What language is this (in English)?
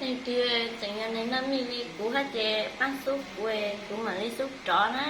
Hmong